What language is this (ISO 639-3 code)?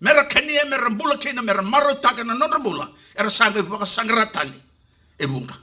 fij